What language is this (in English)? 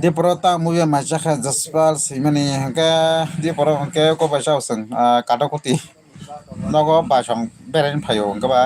Kok Borok